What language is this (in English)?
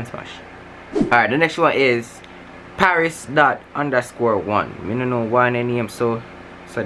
Jamaican Creole English